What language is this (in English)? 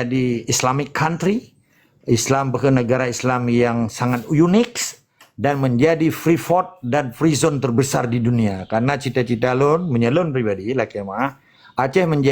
Achinese